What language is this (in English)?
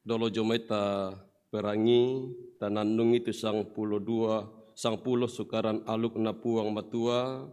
Toraja-Sa'dan